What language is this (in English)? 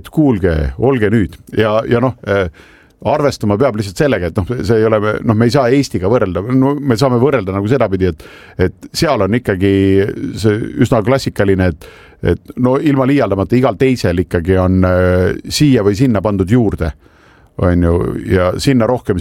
Estonian